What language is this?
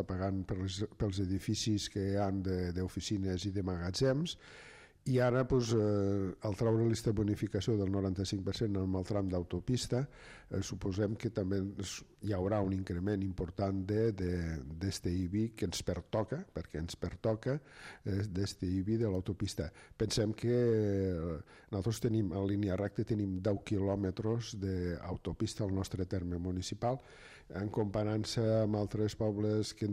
Catalan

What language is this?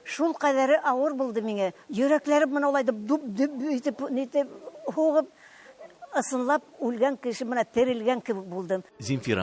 Tatar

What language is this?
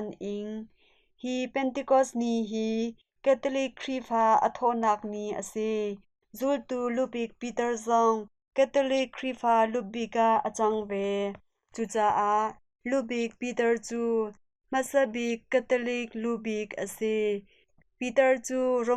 Hakha Chin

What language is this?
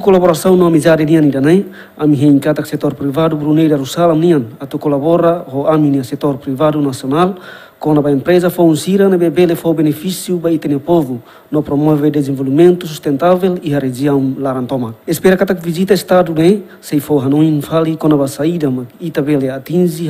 Tetum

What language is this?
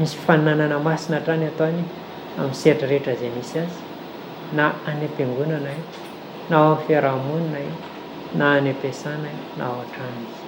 Malagasy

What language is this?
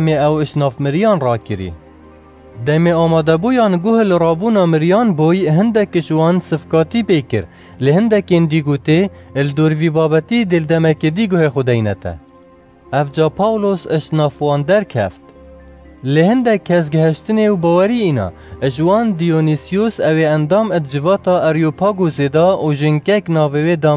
Kurdish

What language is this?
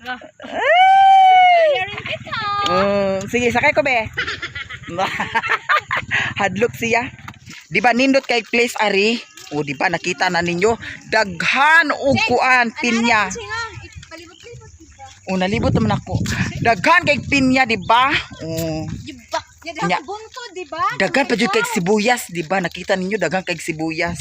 Cebuano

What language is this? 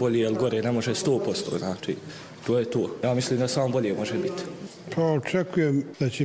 Bosnian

